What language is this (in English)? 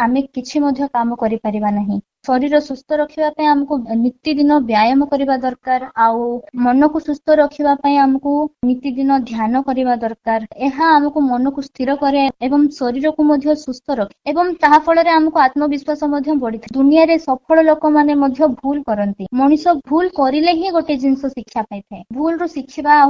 Odia